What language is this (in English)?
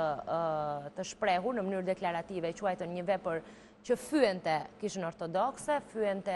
Albanian